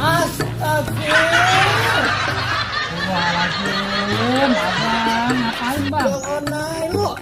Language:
Betawi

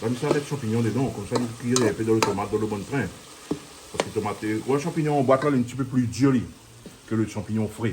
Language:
Réunion Creole French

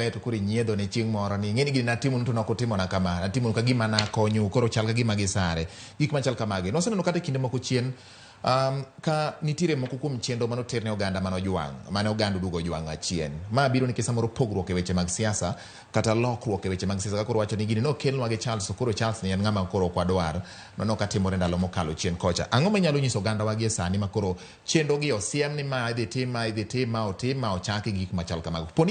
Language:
Luo (Kenya and Tanzania)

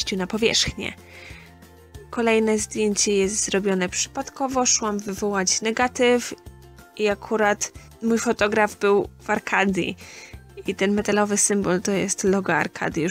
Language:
Polish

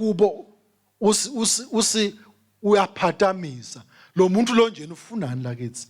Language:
Swati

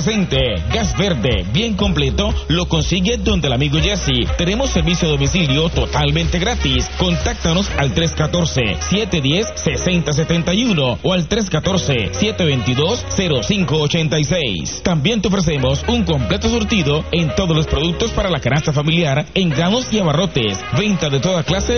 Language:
Spanish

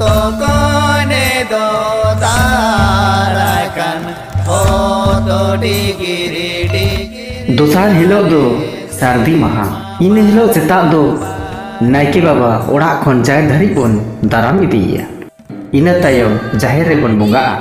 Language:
Santali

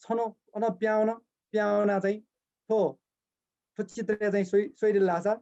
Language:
Newari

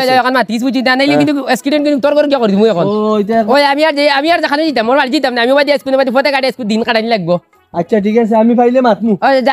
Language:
Sylheti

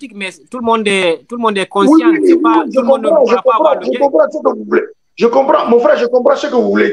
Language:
French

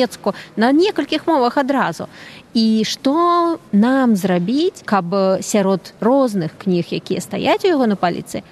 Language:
Belarusian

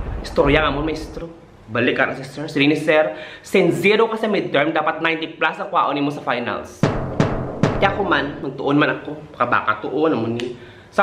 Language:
Hiligaynon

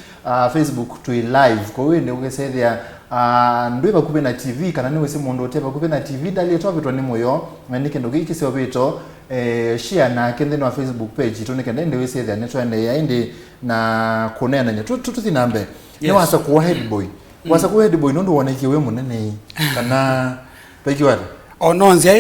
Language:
Kamba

